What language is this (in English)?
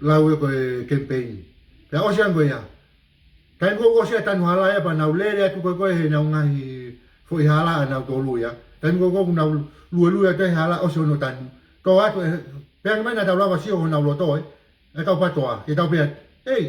Tongan